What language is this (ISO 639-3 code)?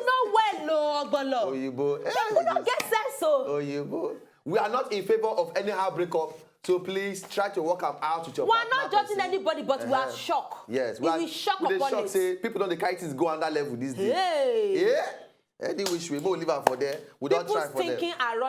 pcm